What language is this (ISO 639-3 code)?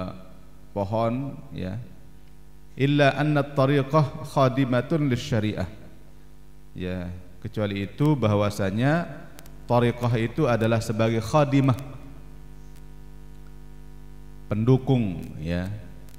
ind